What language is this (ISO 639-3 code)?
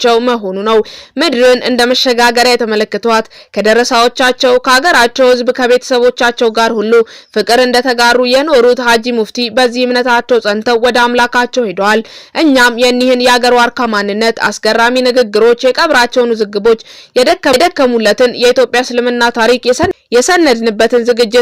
amh